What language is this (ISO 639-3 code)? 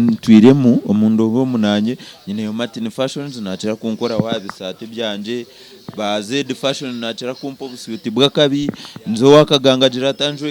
nyn